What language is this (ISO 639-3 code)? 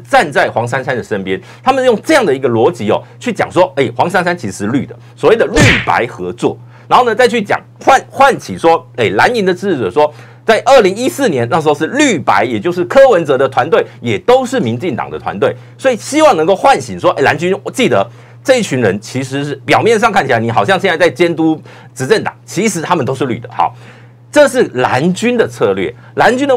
zho